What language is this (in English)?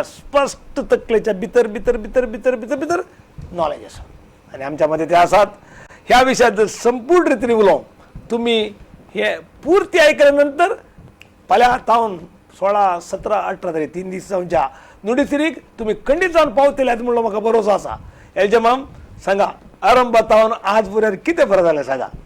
Konkani